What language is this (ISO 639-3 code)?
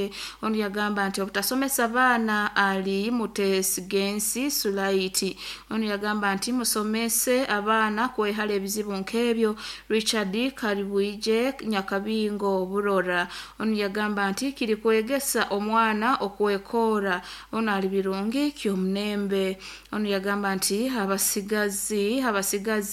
nyo